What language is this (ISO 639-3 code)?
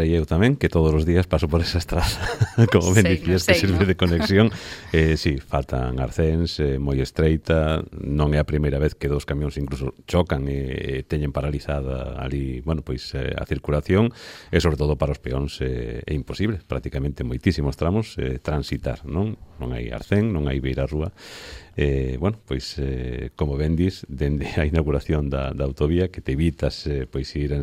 glg